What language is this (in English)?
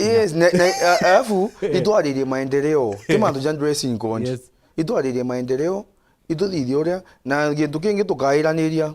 Meru